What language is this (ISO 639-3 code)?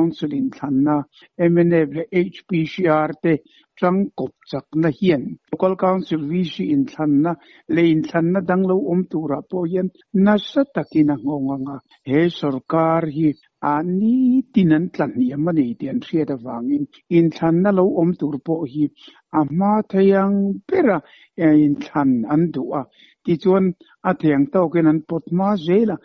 lus